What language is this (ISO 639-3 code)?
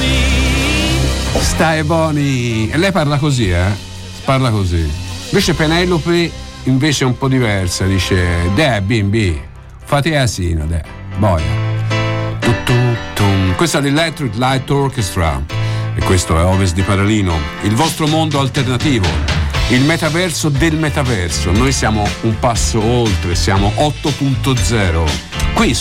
ita